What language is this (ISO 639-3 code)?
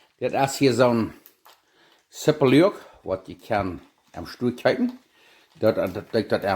pdt